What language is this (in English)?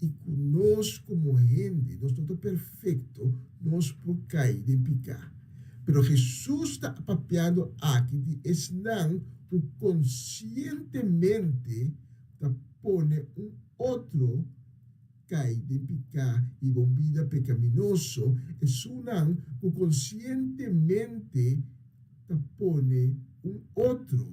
Papiamento